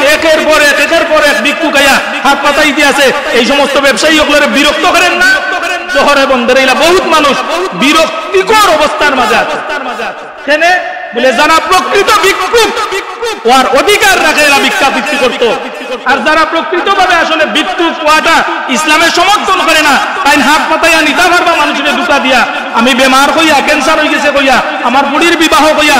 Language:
Sylheti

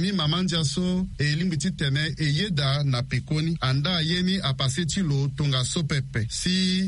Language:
Sango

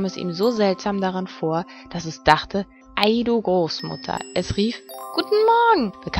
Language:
German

